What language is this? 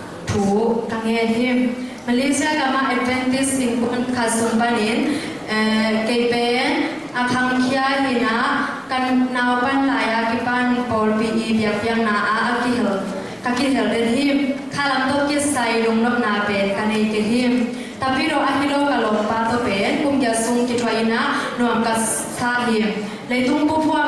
Tedim Chin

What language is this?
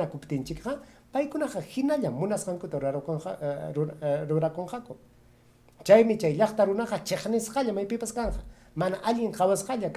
Ayacucho Quechua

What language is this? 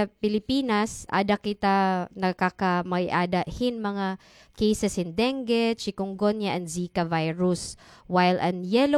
Waray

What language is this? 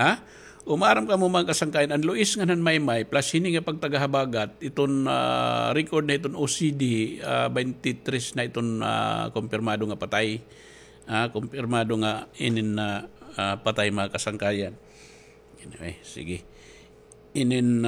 Waray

